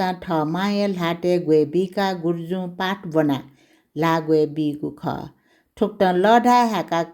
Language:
Newari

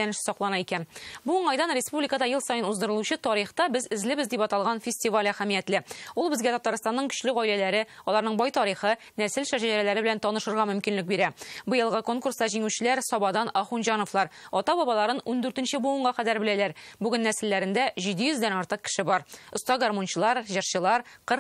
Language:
Tatar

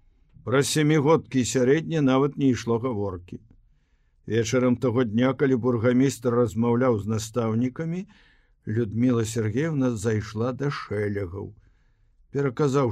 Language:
Belarusian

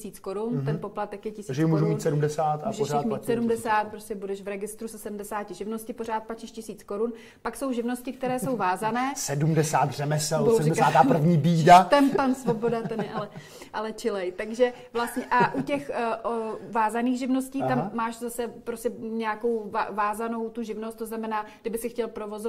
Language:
Czech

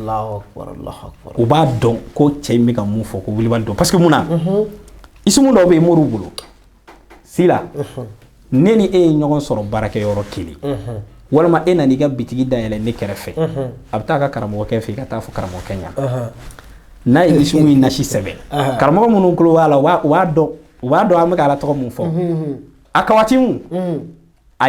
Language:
Bambara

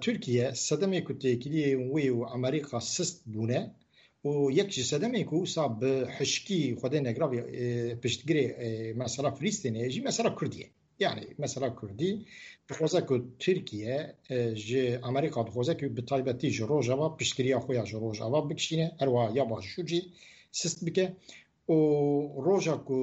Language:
Kurdish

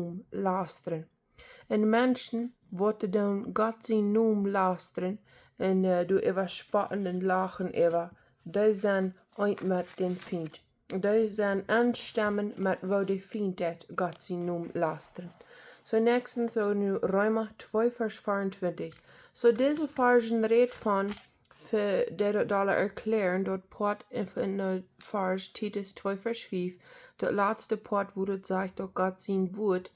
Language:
Plautdietsch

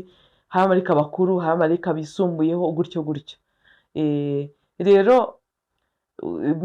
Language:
Kinyarwanda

